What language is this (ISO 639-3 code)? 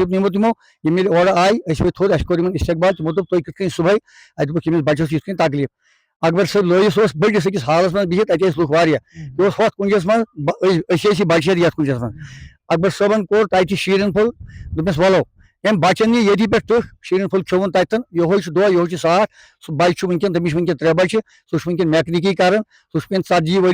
kas